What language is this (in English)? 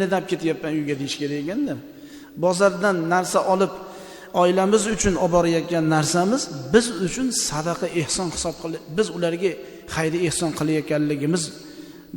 Uzbek